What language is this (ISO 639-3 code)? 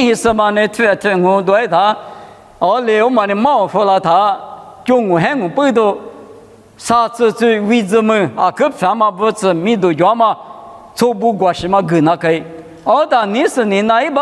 lis